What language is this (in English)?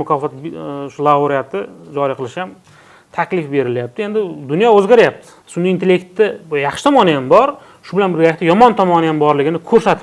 Uzbek